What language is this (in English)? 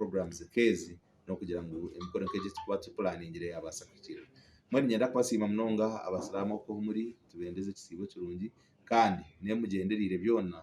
Nyankole